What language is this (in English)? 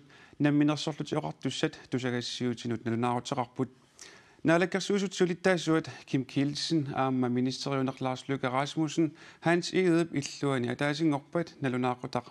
Kalaallisut